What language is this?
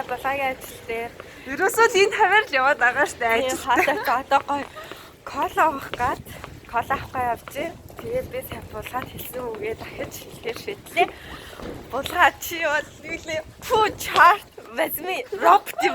Mongolian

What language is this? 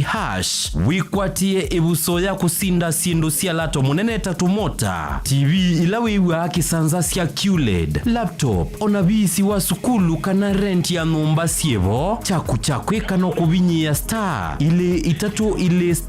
Kamba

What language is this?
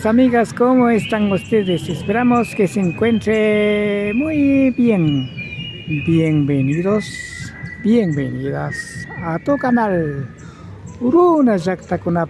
Imbabura Highland Quichua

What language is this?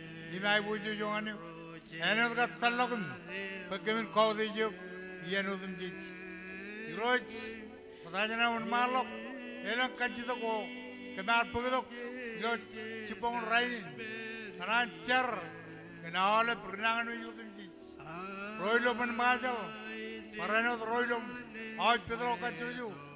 Marshallese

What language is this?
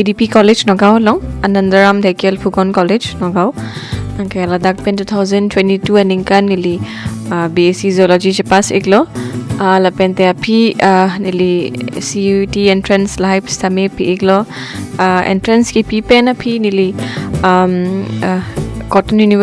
Karbi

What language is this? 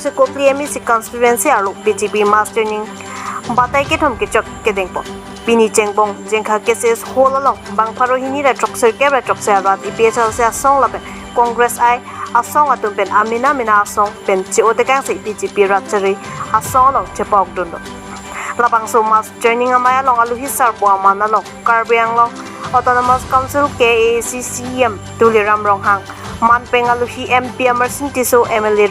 Karbi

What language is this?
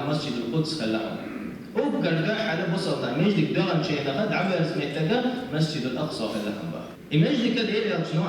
Chechen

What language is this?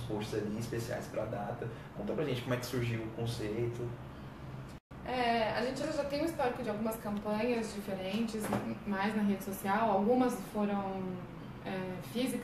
Portuguese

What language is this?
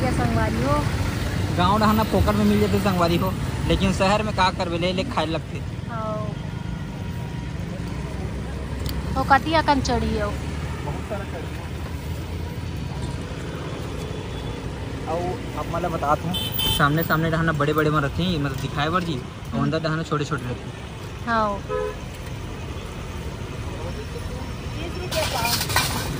Chhattisgarhi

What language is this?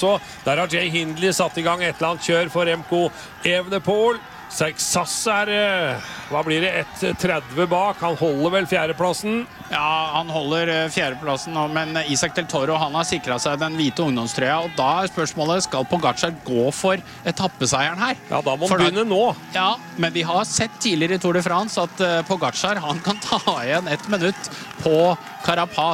Norwegian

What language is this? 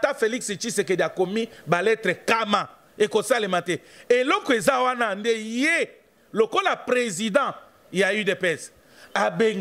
Lingala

